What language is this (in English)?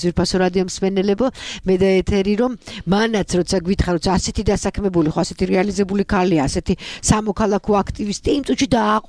Georgian